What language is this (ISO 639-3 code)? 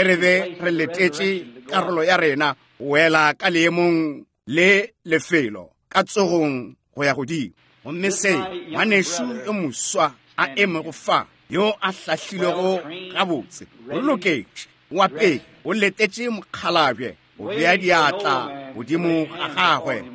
nso